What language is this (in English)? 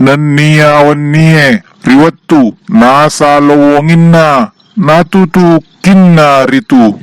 Buginese